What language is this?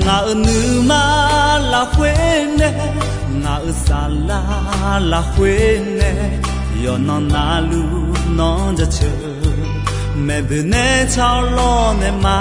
Akha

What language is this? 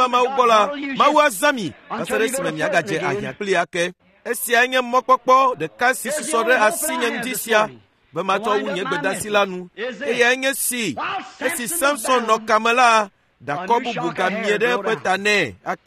Ewe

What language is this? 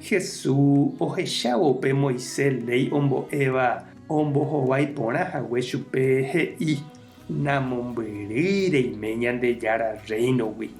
Guarani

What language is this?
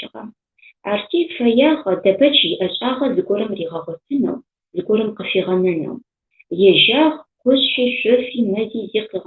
Adyghe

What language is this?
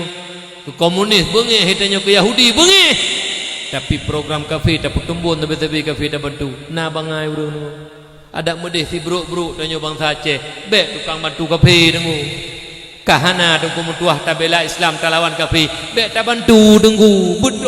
Achinese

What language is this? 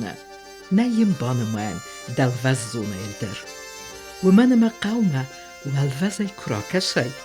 Ossetic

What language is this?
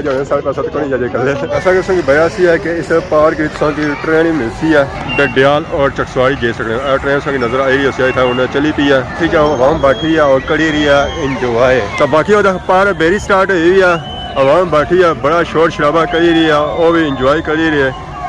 Pahari-Potwari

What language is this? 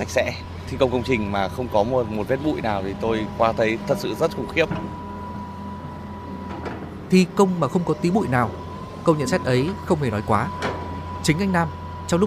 Vietnamese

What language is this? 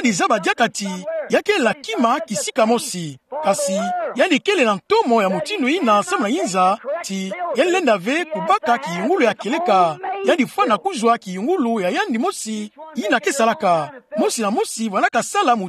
Kituba (Democratic Republic of Congo)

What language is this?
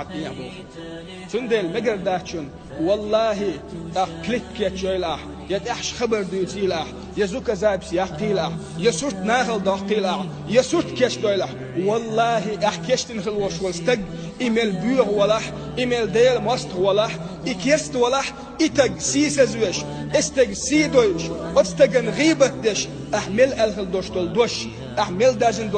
Chechen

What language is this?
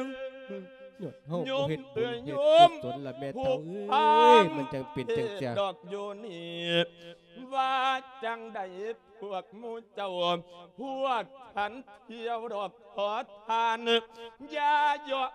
Lao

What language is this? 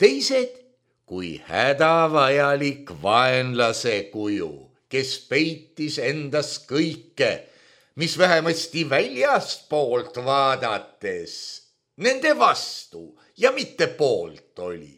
Estonian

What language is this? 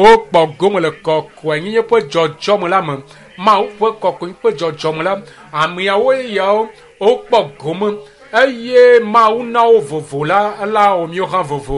Ewe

